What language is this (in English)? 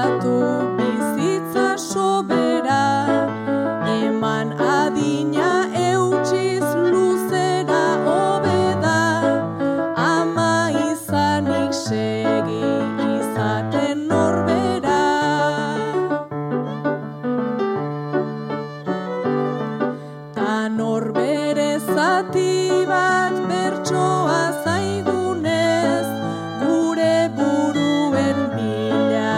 Basque